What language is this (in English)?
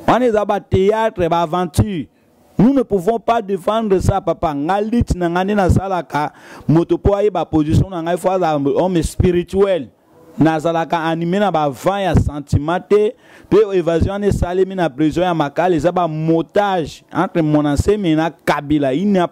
Lingala